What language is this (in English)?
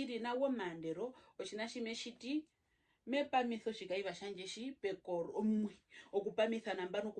Herero